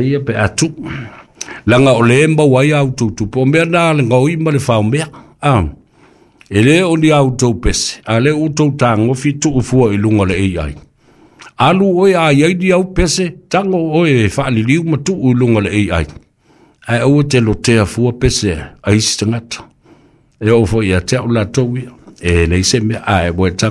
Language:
Samoan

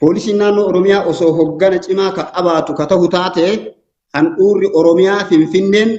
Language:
Oromo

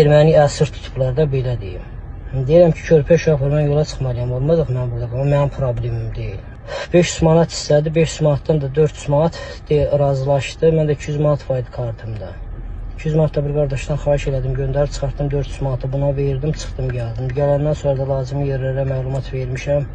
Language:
Azerbaijani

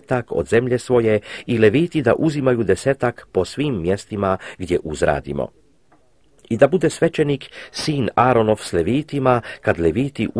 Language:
Croatian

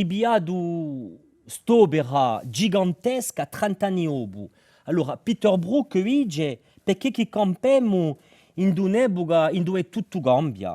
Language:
Corsican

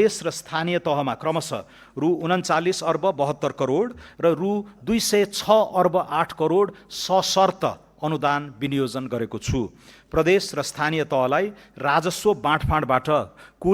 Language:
Nepali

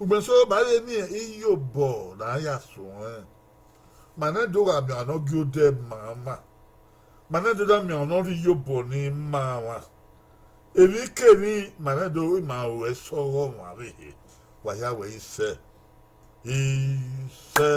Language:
Bini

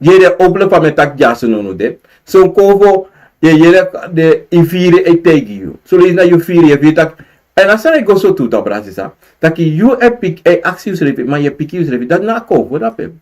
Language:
Sranan Tongo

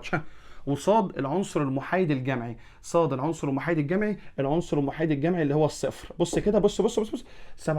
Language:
Egyptian Arabic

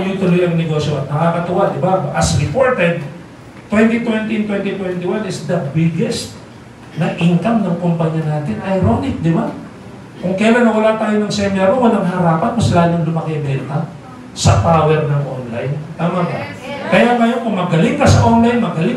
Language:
Filipino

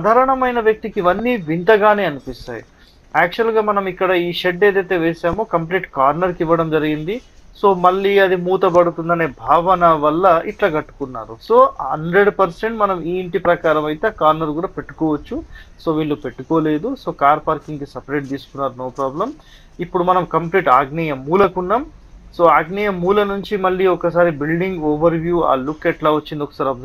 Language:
Telugu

